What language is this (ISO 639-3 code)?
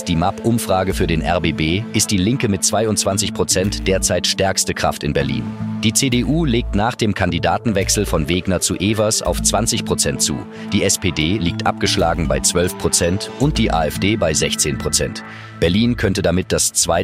deu